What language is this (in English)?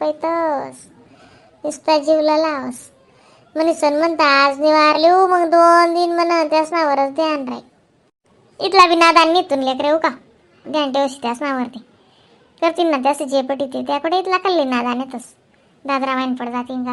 Khandesi